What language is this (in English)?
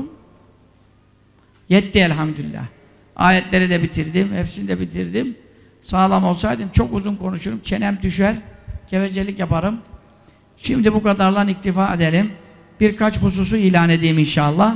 Turkish